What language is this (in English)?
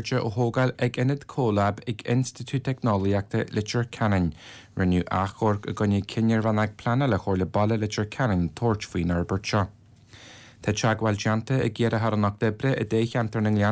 Irish